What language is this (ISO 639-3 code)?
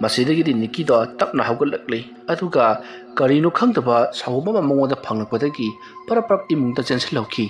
mni